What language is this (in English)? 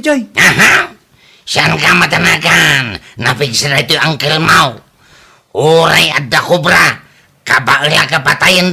Iloko